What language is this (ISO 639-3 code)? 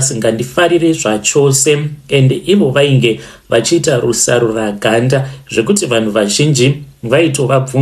sna